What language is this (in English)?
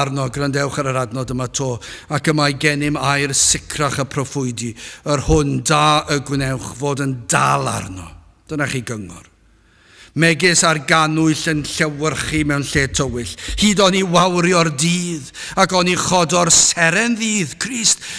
Welsh